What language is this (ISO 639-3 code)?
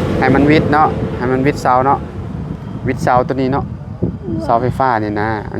lao